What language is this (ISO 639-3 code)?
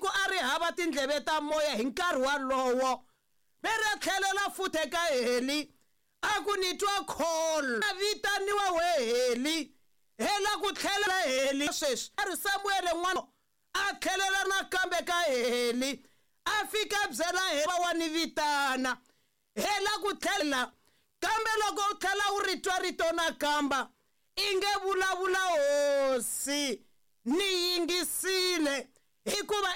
tso